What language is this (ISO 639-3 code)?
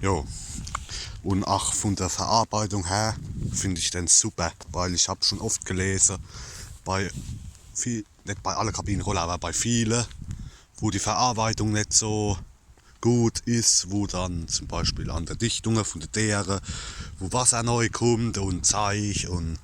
pfl